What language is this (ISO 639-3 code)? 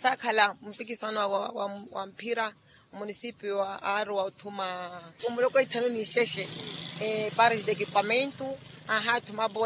vmw